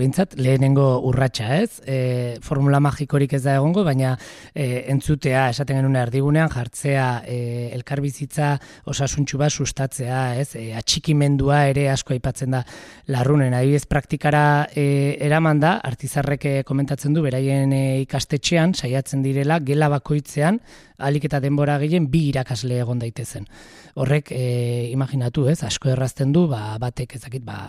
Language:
Basque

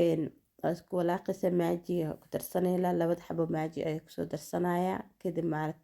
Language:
Somali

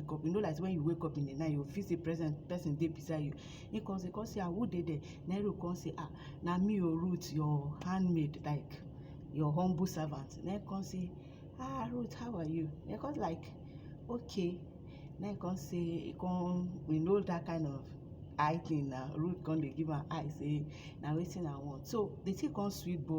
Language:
Nigerian Pidgin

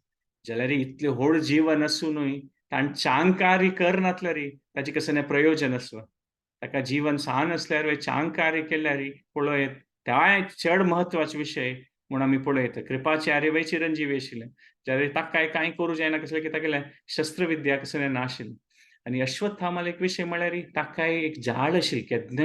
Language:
Konkani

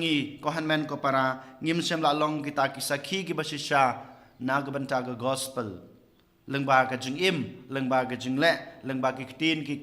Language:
Khasi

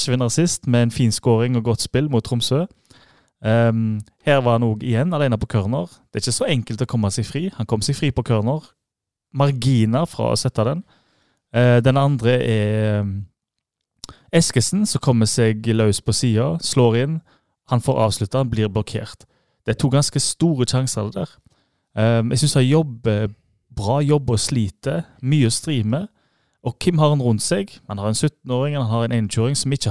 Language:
Norwegian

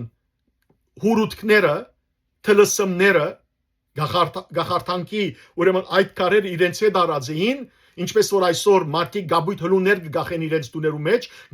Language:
Western Armenian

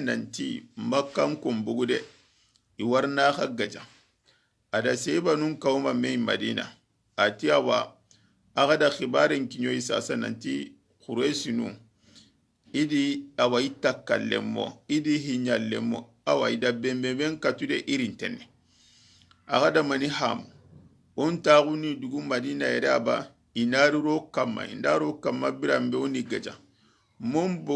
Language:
Soninke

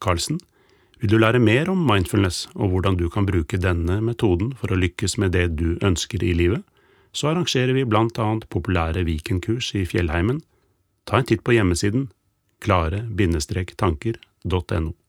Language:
Norwegian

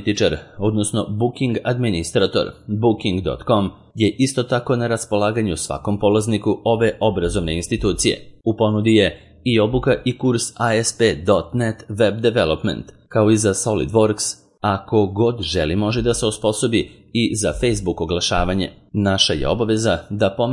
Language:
Serbian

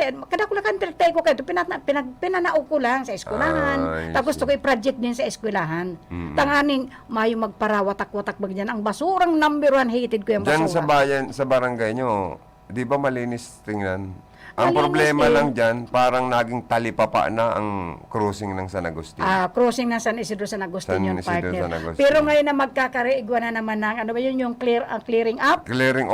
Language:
Bikol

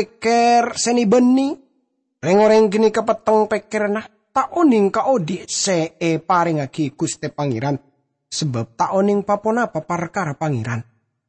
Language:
Madurese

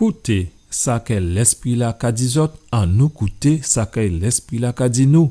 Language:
Guadeloupean Creole French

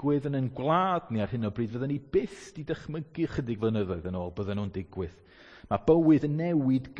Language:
Welsh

